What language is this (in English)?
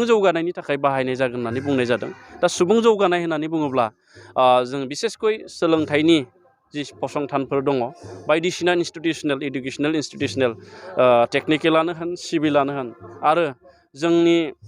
Bodo